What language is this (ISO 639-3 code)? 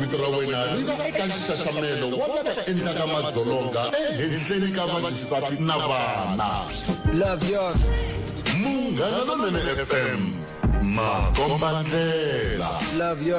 tso